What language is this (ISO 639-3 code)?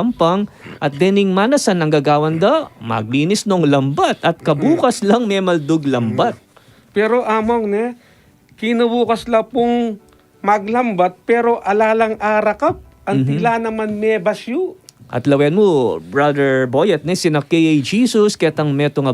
pam